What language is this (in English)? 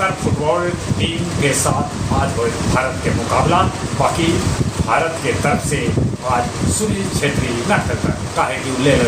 Magahi